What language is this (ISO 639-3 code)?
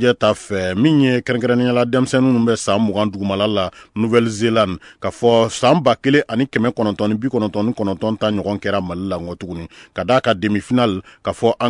bam